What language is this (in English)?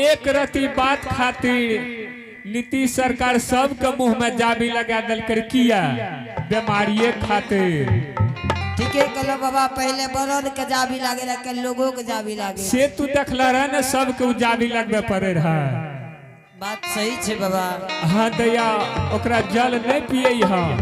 Angika